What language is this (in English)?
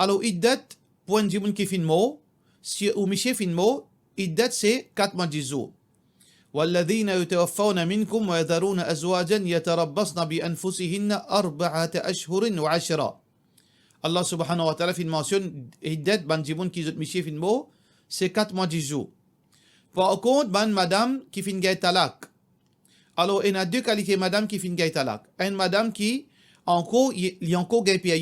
Morisyen